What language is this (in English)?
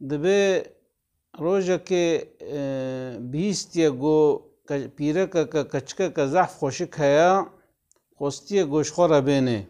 Kurdish